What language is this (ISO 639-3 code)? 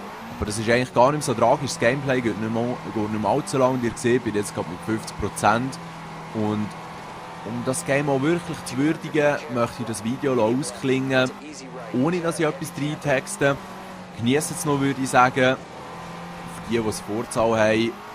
gsw